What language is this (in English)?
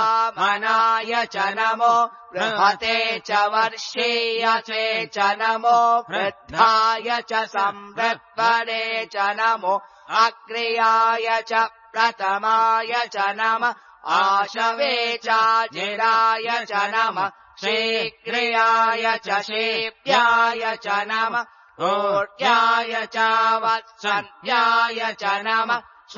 Sanskrit